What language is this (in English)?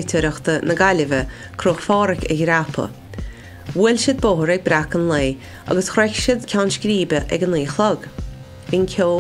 Irish